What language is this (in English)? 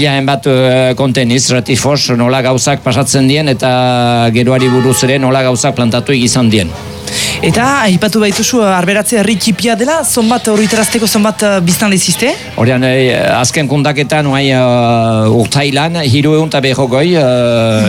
Basque